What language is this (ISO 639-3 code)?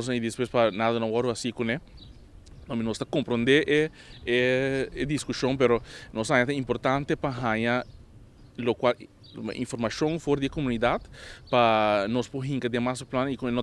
pap